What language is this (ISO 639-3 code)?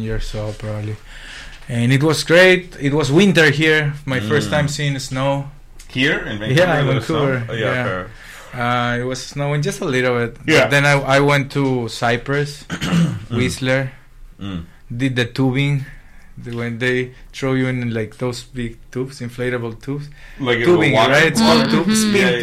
eng